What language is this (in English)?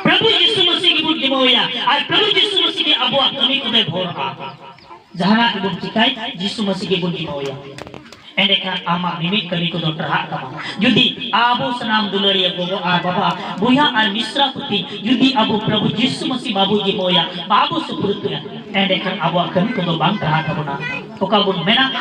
Santali